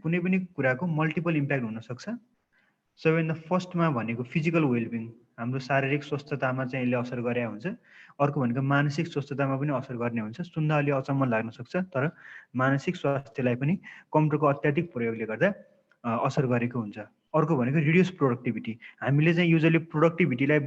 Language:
Nepali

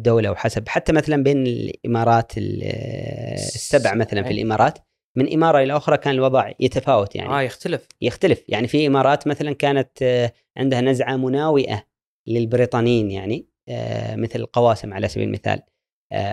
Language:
Gulf Arabic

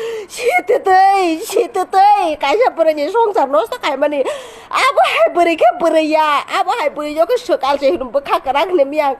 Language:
Kok Borok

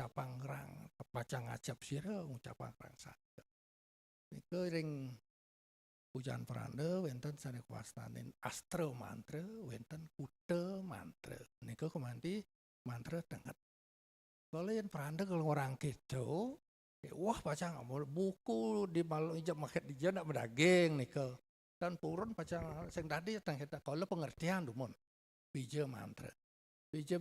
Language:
Balinese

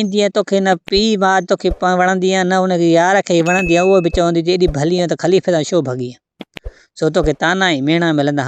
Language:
Sindhi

